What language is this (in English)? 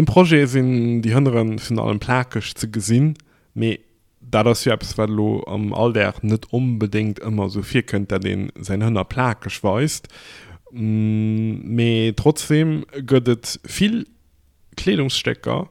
Luxembourgish